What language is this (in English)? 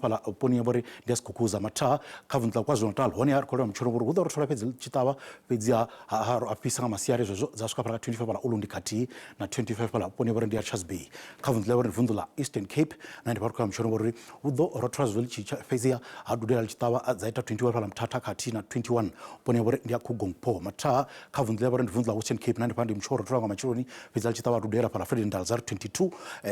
Venda